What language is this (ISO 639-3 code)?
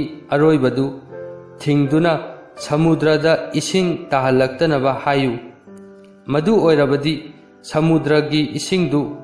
mni